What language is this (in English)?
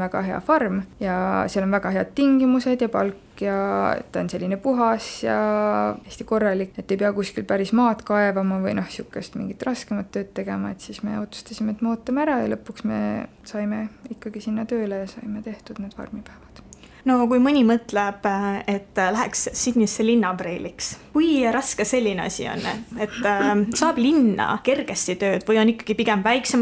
Estonian